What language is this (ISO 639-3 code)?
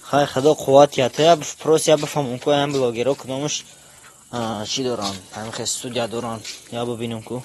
tgk